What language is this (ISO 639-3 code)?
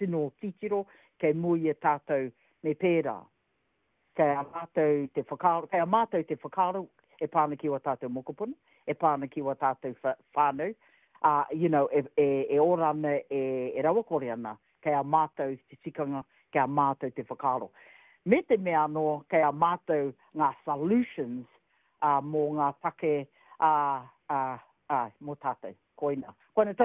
mri